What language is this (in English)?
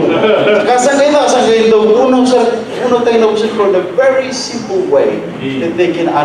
Fijian